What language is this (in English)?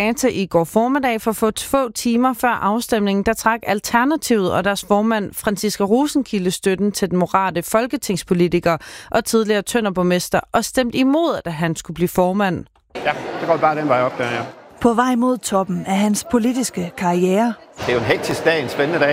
Danish